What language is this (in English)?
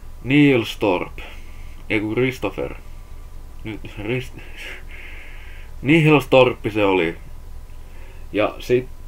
Finnish